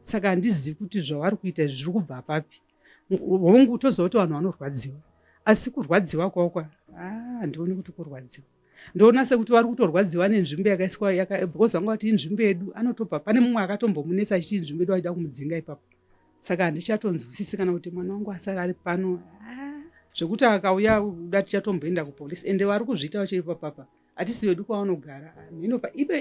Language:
Shona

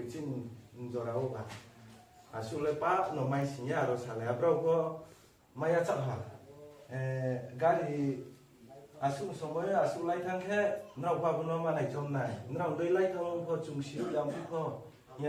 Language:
Riang (India)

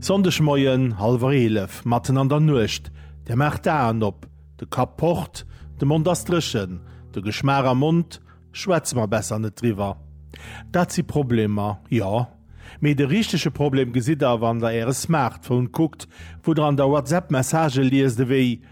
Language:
Luxembourgish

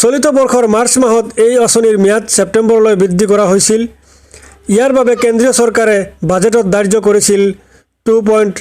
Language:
Assamese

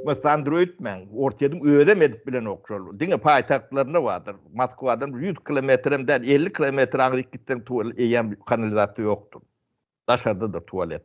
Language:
Turkmen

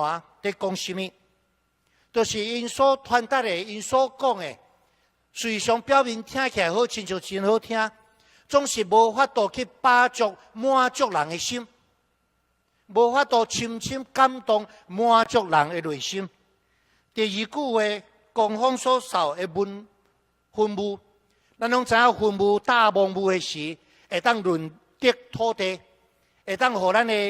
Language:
Min Nan Chinese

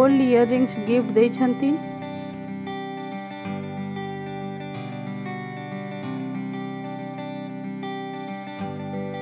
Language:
Odia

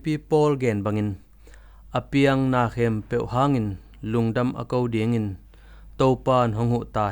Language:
Tedim Chin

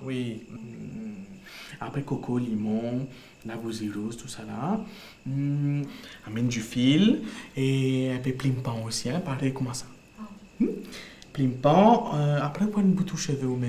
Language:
Morisyen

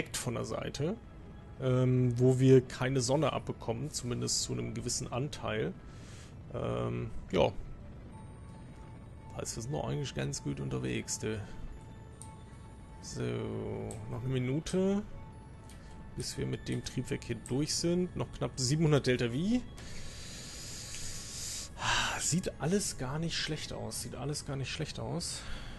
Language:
German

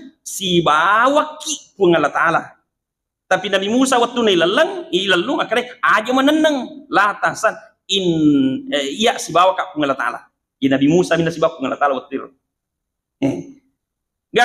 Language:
Buginese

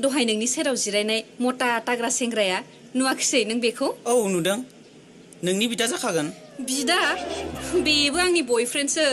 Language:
Bodo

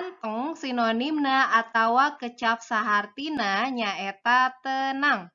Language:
Sundanese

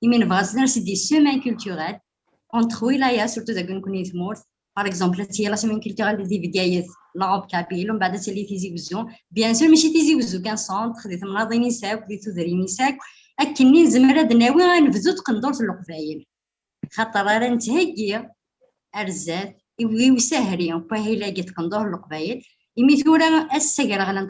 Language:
Kabyle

